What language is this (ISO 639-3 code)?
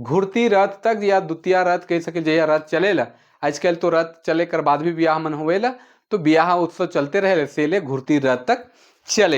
sck